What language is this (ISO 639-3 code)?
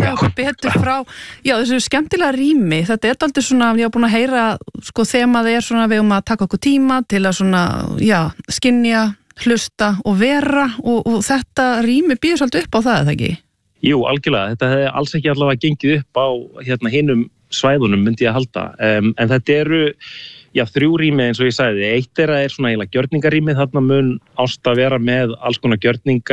isl